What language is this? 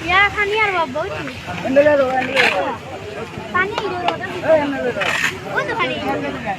Sylheti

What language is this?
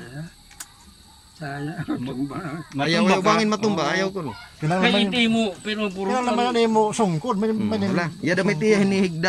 Waray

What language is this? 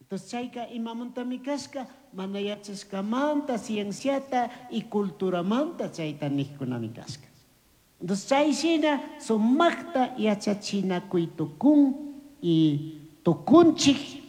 Chimborazo Highland Quichua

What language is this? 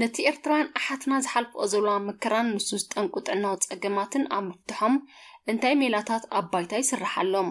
Tigrinya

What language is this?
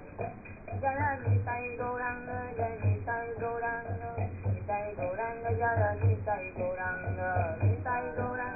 Hindi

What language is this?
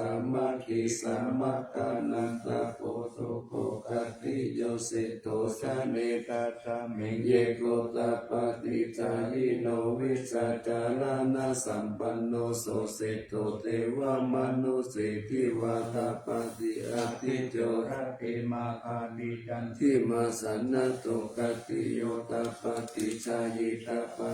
Pali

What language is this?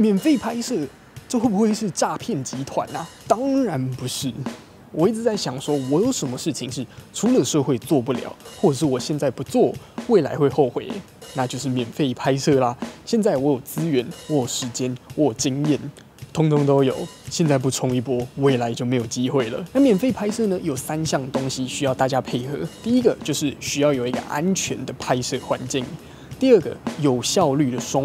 Chinese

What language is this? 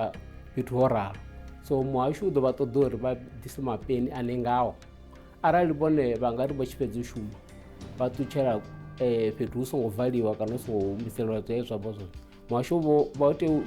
Venda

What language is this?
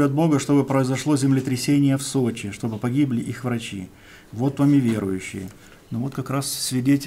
Russian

